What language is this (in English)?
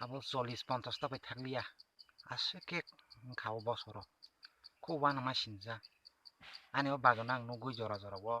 Kok Borok